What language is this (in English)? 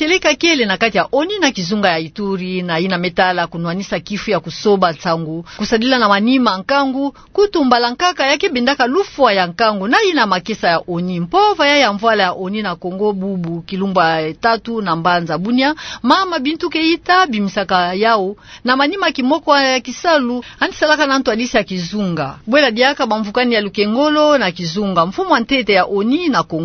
Kituba (Democratic Republic of Congo)